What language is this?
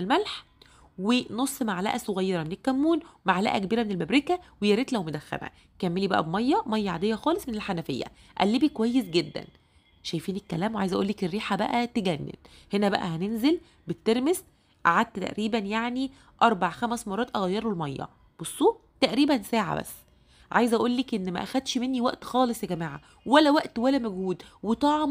Egyptian Arabic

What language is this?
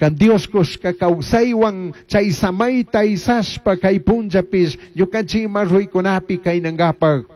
Chimborazo Highland Quichua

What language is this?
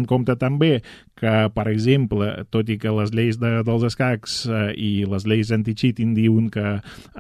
Catalan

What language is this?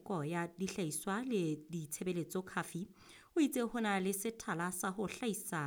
Southern Sotho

